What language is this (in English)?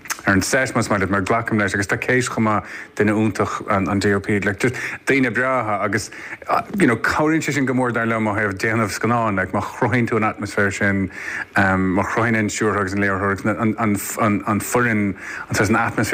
Irish